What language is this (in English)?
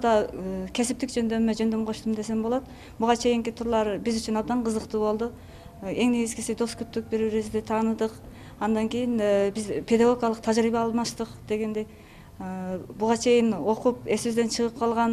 Kyrgyz